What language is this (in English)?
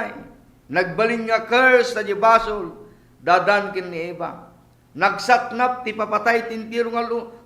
Iloko